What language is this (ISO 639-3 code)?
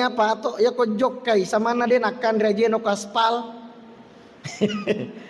bug